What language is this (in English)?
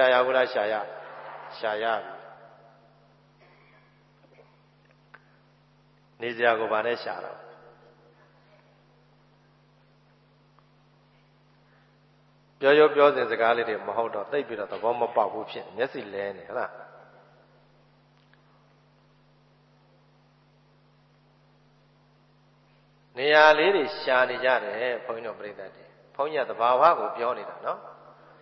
Burmese